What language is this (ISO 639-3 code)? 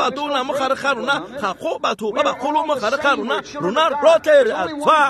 tsn